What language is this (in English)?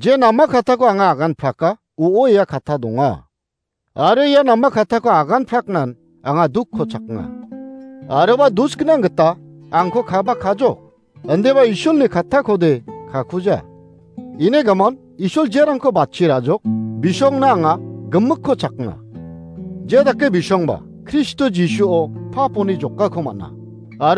Garo